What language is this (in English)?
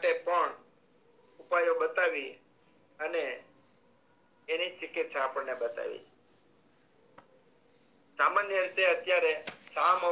Gujarati